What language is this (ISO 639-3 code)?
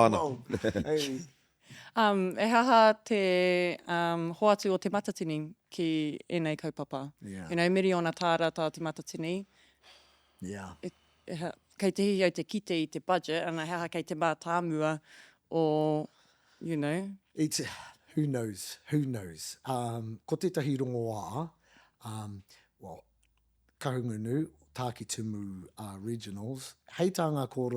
mri